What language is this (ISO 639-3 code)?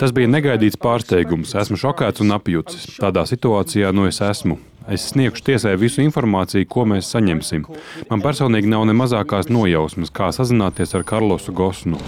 lav